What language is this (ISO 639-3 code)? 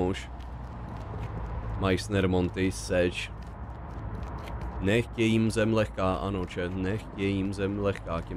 ces